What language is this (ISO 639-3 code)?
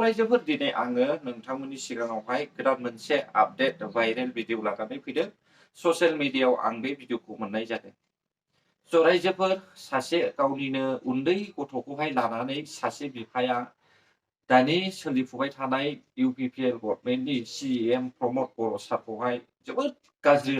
brx